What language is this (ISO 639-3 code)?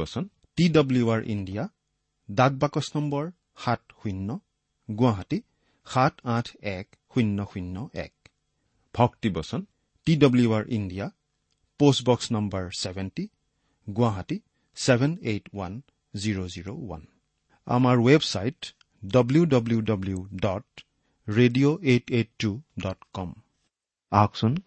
asm